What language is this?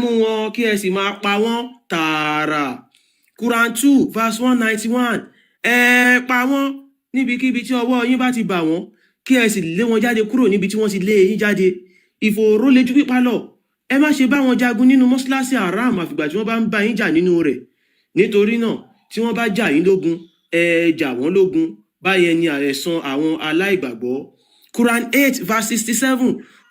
Yoruba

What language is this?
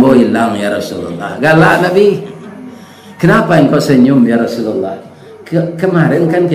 Minangkabau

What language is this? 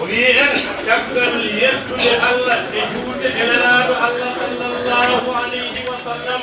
Fula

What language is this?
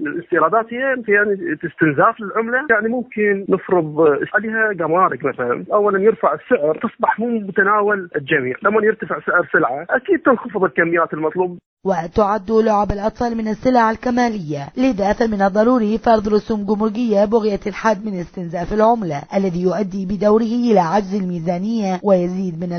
Mesopotamian Arabic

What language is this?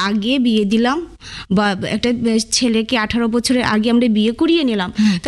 Bangla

